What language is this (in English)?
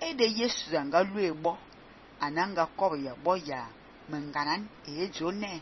Fang